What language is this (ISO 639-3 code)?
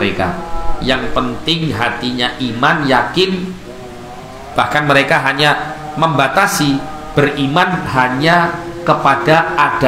ind